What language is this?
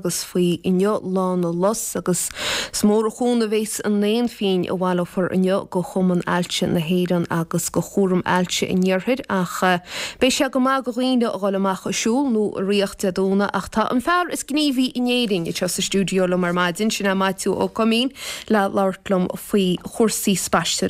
Irish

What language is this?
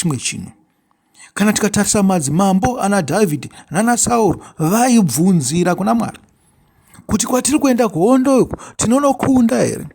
Shona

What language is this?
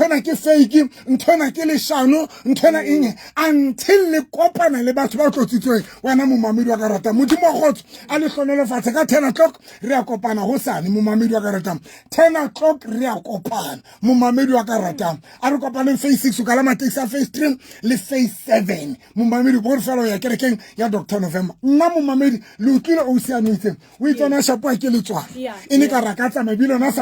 Southern Sotho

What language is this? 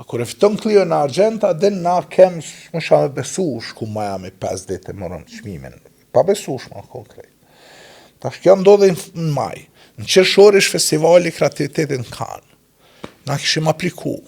Albanian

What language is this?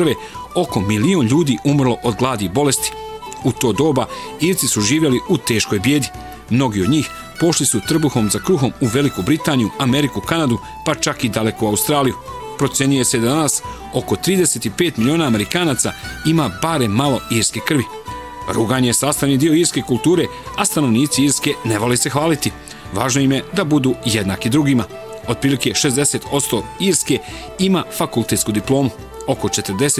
Bosnian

